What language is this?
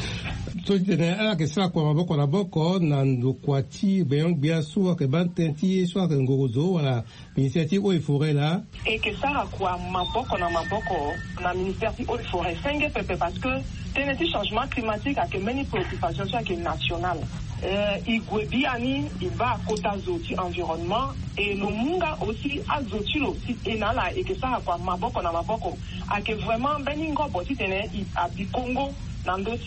Sango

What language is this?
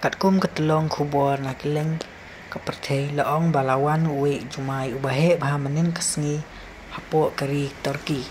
Khasi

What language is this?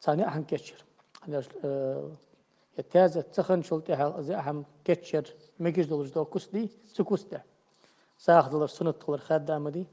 Ingush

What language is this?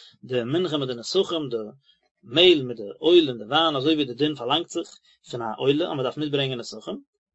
Yiddish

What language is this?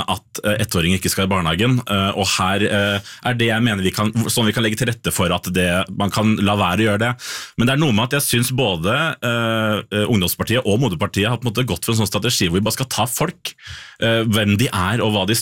Norwegian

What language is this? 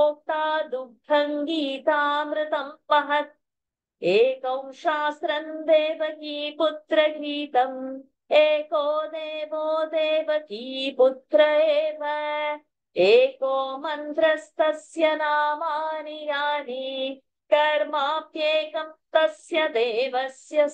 Sanskrit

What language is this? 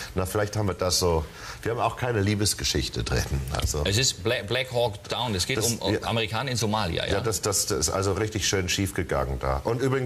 German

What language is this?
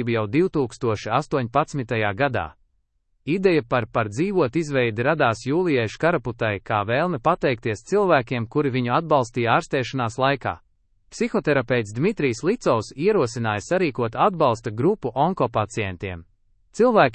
Latvian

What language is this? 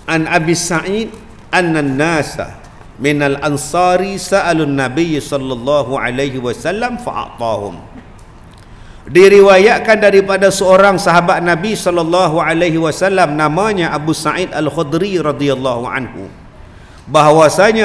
Malay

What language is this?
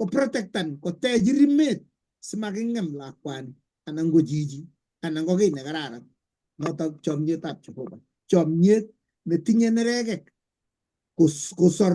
Kalenjin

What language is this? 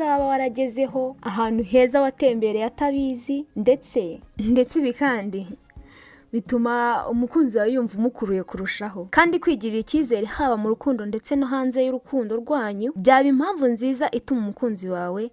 Kinyarwanda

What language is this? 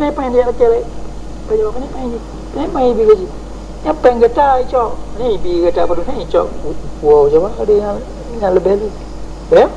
Achinese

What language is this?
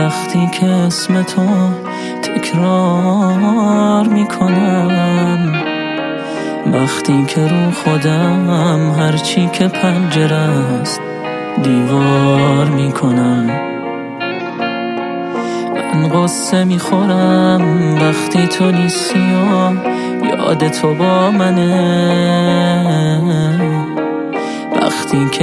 Persian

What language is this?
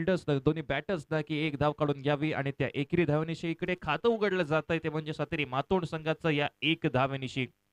Marathi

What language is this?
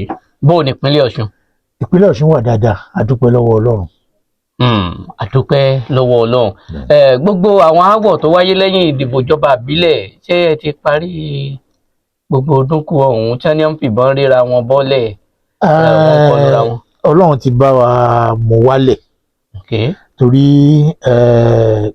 Yoruba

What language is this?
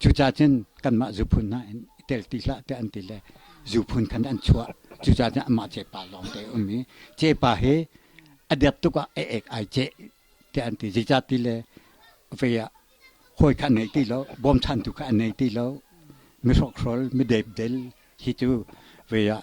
Hakha Chin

